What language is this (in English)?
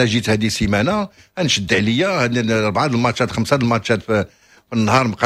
Moroccan Arabic